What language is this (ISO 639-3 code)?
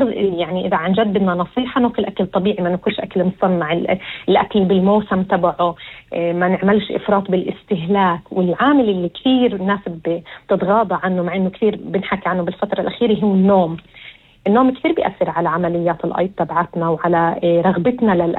apc